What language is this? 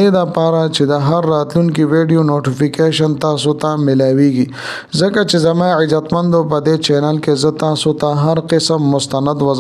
Pashto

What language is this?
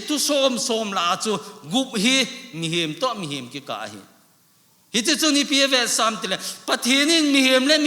Thado Chin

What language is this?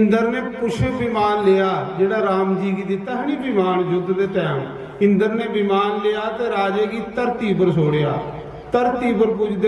Dogri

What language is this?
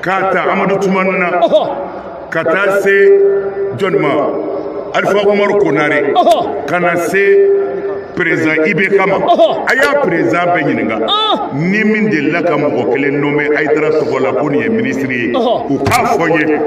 Bambara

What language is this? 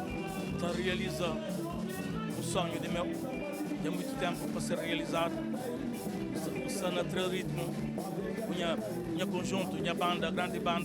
Kabuverdianu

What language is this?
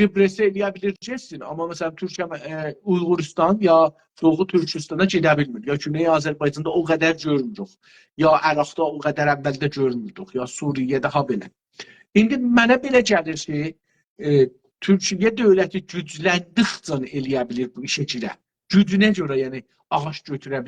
South Azerbaijani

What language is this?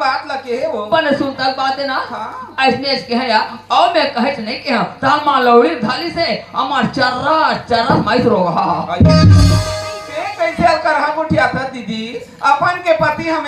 Chhattisgarhi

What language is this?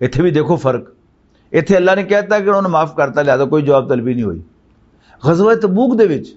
Western Panjabi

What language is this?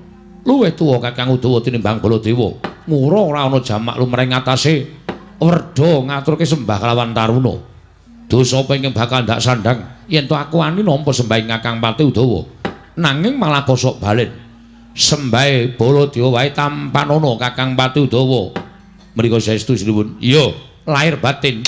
Javanese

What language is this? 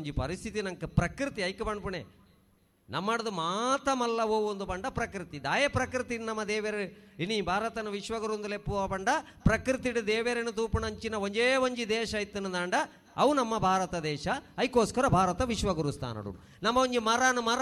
Tulu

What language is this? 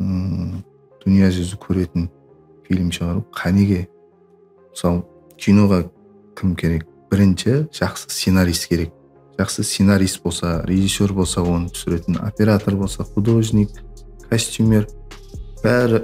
Kara-Kalpak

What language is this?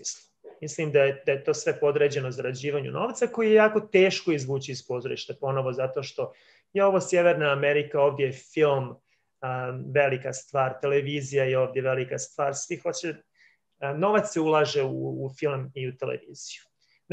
Serbian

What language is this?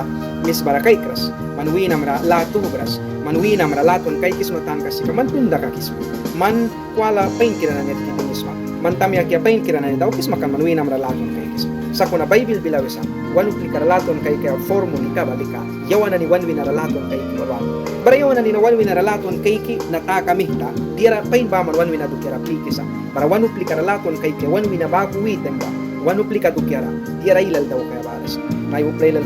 Mískito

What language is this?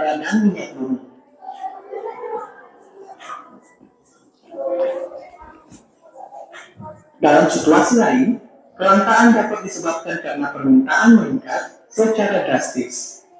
Indonesian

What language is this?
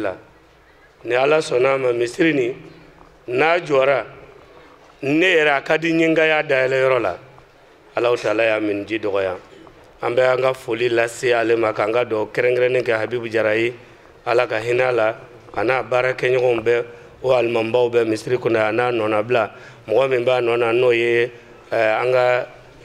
Bambara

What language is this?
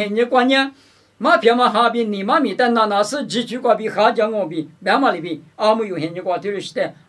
Lisu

